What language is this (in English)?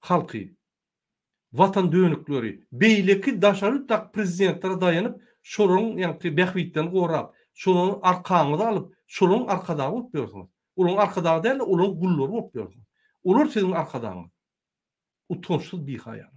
Turkmen